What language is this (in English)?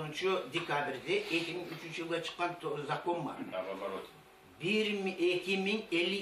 Kumyk